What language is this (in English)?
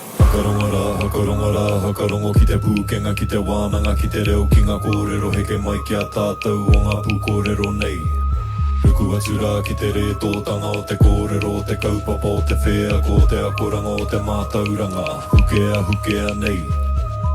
Māori